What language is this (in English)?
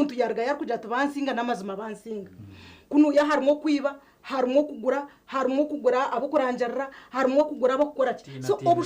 Nyankole